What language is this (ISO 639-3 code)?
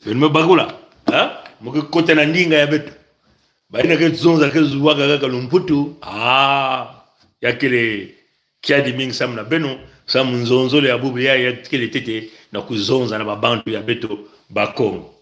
mkw